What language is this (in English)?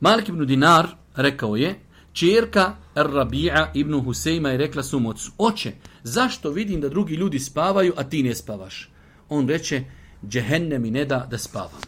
Bosnian